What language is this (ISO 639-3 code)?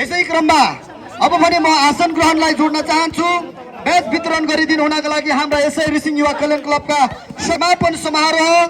nep